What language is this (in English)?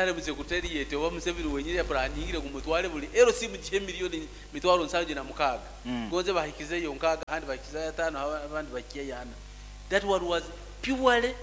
Nyankole